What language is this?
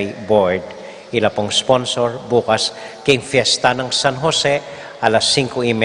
Pampanga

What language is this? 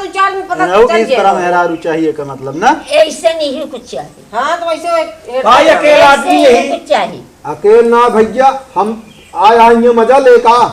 Awadhi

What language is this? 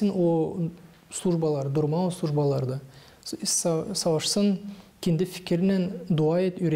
Gagauz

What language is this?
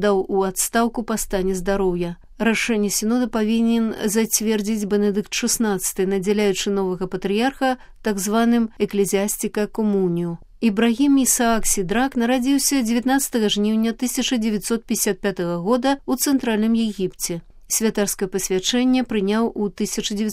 Belarusian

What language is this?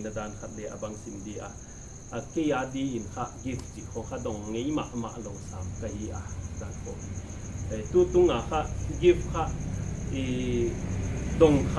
Paite Chin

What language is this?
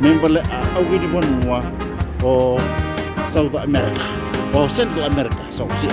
Fijian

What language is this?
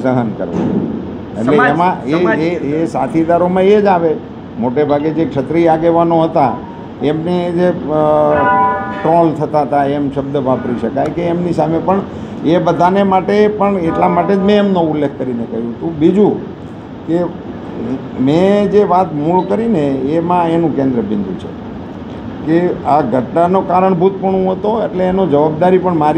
Gujarati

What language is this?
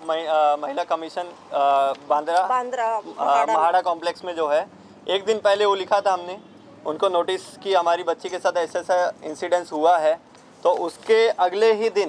Hindi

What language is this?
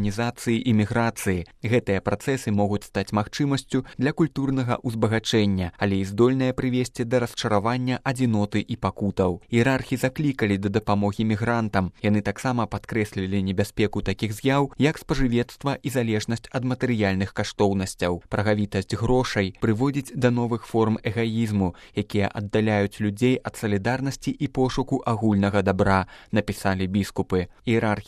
Belarusian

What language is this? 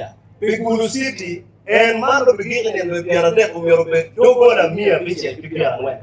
Acoli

